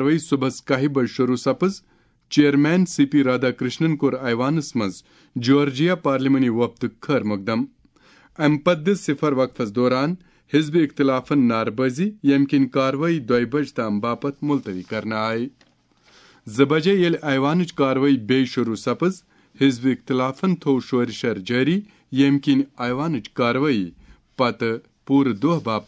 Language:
Kashmiri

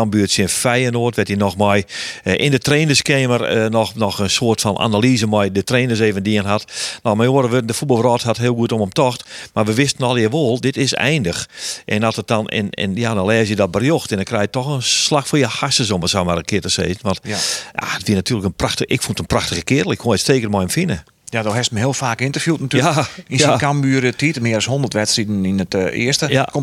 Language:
Western Frisian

